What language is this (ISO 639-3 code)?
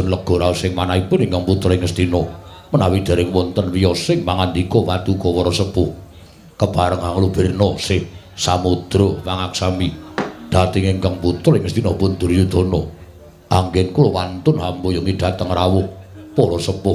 jav